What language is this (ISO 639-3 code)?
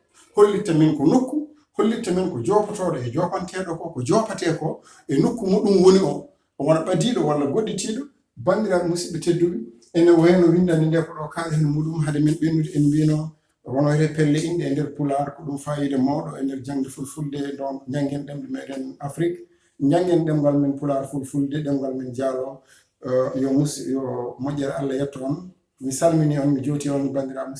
ful